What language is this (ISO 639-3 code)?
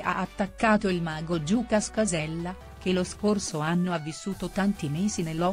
ita